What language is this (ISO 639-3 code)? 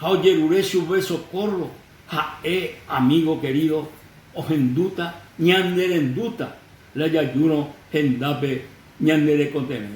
grn